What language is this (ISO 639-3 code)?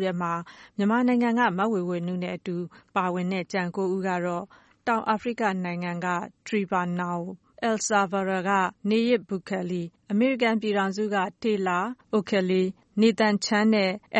mya